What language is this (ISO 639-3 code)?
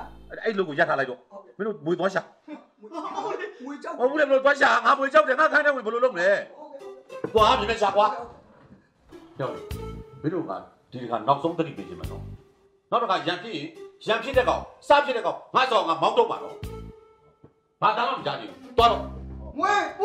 mya